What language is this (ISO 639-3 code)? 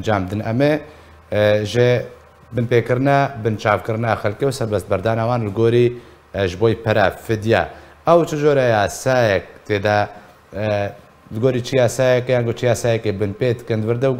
kur